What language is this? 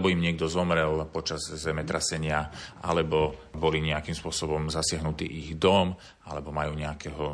Slovak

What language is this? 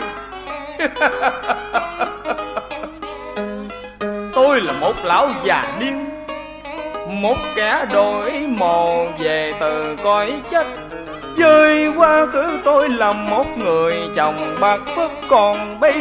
Vietnamese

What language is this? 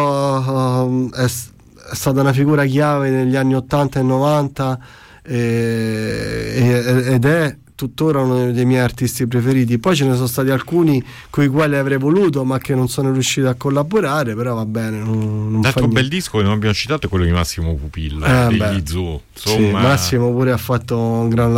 Italian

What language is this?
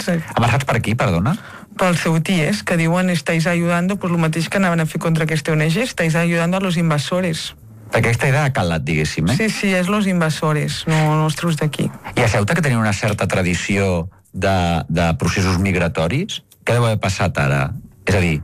Catalan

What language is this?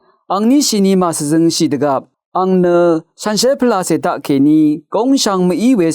Rawang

